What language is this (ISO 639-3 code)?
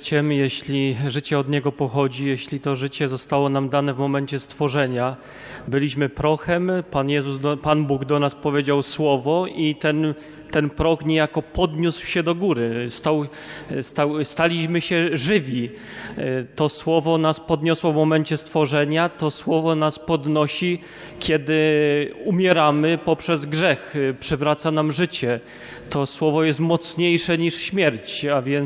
pol